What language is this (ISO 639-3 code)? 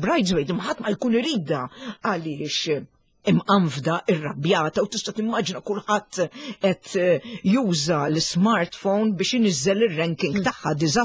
mlt